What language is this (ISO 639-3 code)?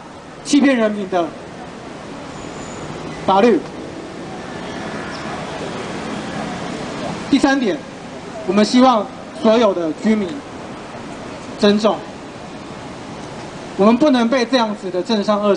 zho